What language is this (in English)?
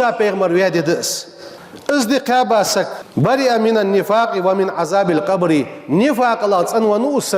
Ingush